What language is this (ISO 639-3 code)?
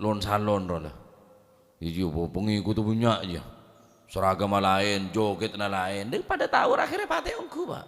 mad